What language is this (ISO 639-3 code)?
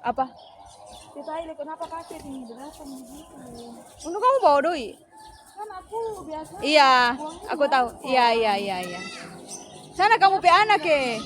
xmm